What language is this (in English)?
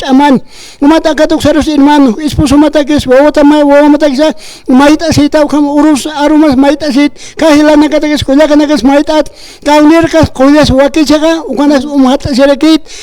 Aymara